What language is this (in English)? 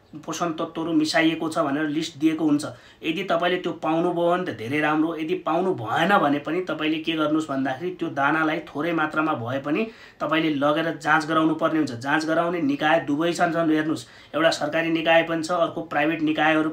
Nepali